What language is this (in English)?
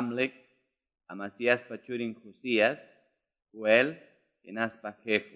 Quechua